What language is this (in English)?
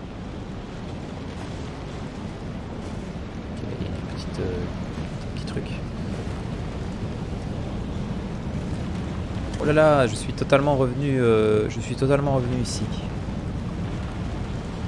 French